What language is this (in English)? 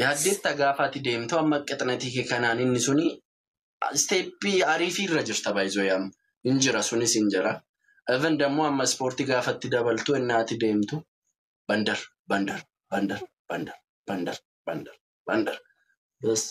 Oromo